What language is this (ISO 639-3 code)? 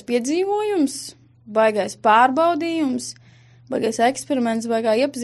lav